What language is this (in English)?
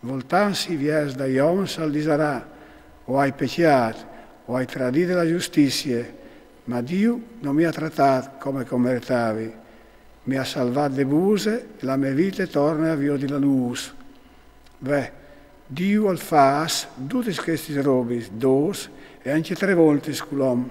Friulian